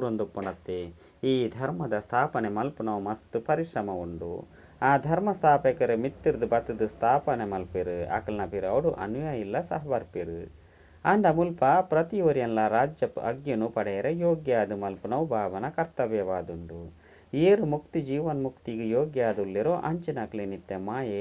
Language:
Tulu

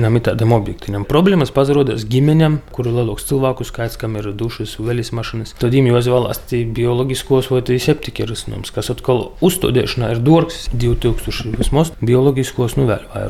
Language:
Latvian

